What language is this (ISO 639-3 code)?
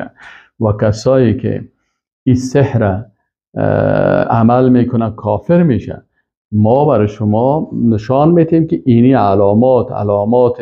fas